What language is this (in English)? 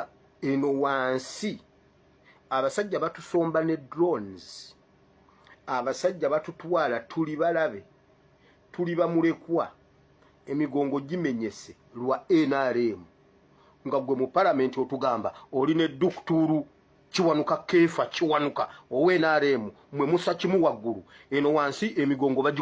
Ganda